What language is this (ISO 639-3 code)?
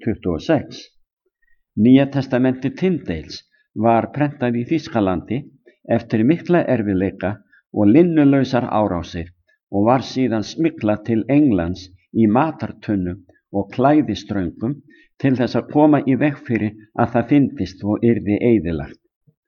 isl